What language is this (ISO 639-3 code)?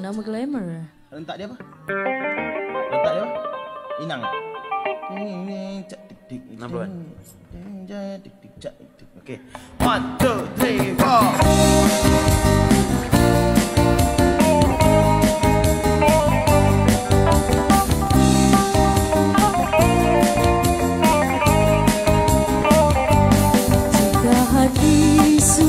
msa